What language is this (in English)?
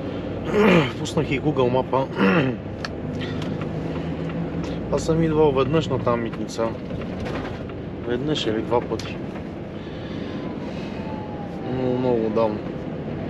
Bulgarian